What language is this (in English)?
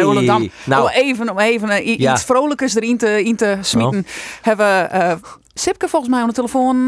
Western Frisian